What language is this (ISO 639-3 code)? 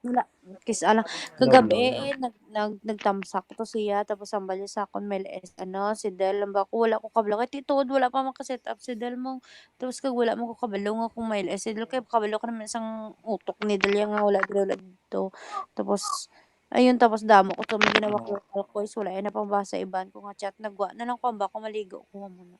hil